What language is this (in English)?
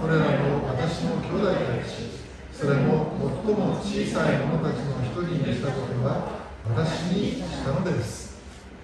Japanese